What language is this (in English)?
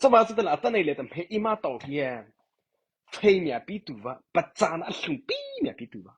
Mara Chin